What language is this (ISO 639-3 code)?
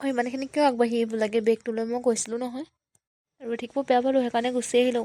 asm